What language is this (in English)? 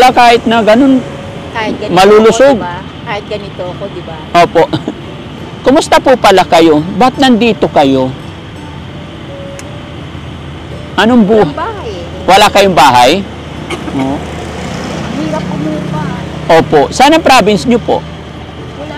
Filipino